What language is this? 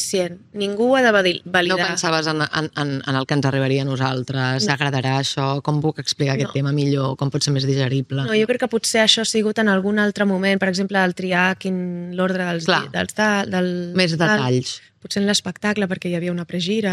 Catalan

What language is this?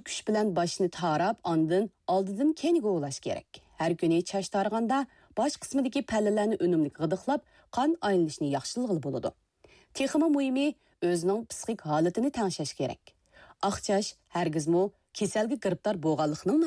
Uyghur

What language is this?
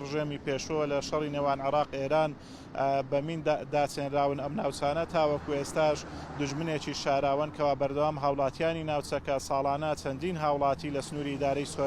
Central Kurdish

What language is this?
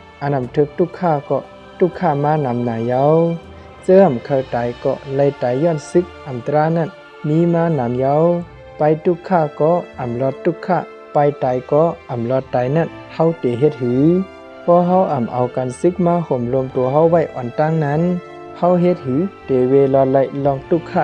Shan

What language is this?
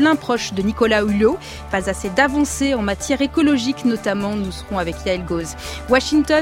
French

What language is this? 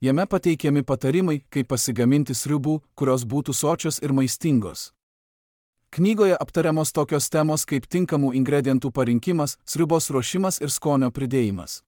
Lithuanian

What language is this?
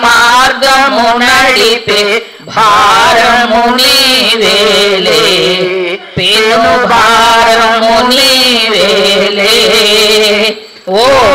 Telugu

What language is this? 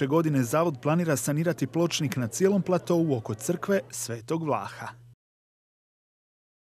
Croatian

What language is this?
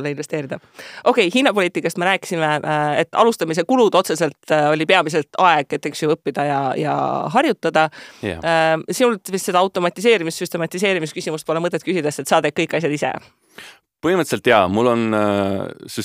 Estonian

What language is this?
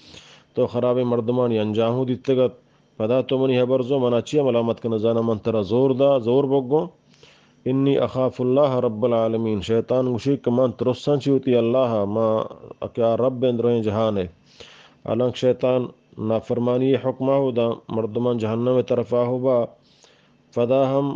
Eastern Balochi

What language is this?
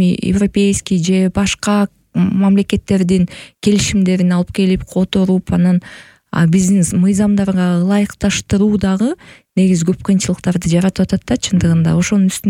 Kyrgyz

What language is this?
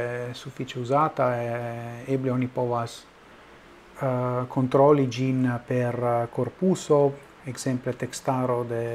Esperanto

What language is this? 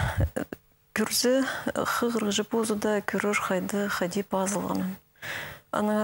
Khakas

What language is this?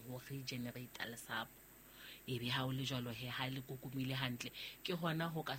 Southern Sotho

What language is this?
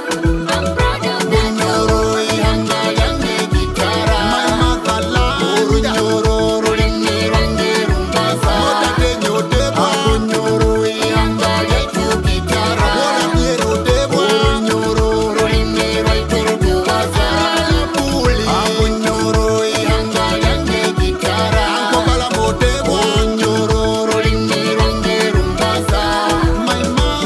Nyoro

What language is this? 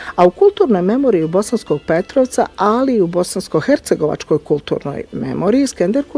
Bosnian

